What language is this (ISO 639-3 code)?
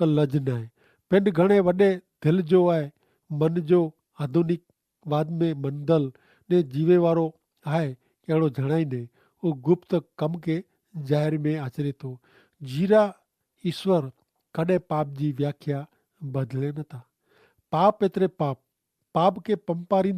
kfr